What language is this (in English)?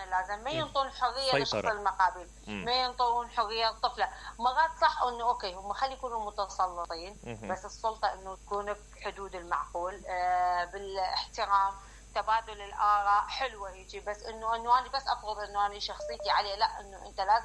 Mesopotamian Arabic